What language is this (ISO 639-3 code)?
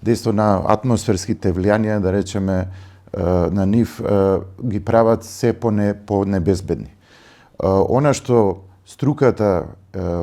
mkd